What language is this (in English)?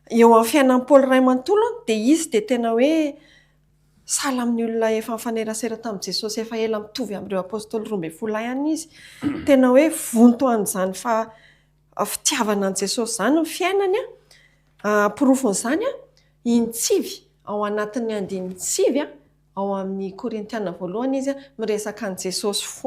Malagasy